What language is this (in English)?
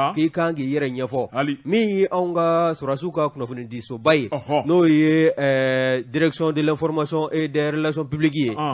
Bambara